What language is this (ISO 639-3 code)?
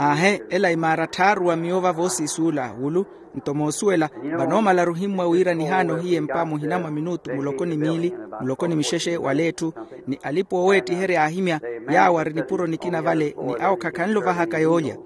vmw